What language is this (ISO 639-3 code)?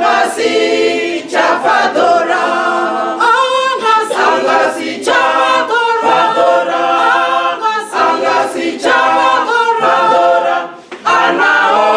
ven